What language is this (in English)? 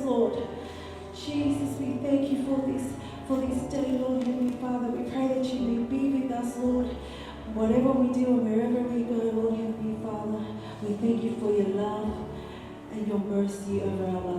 Tongan